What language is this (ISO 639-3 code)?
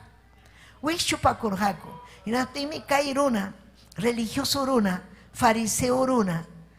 quy